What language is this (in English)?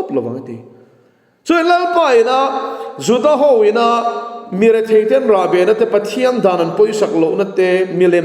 Mizo